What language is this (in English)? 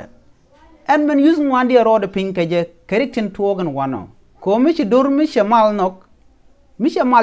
Nuer